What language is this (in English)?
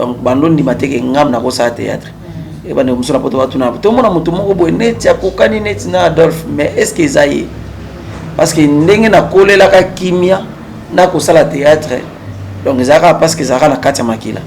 Lingala